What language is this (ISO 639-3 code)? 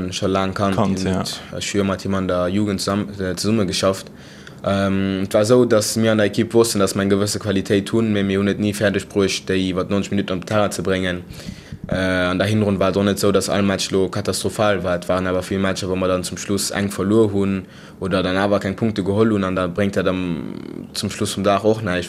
ltz